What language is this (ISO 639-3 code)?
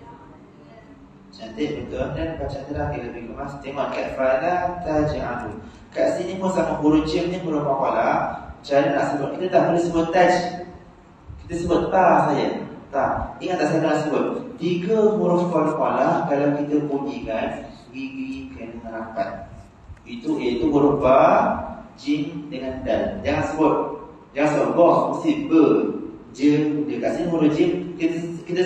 msa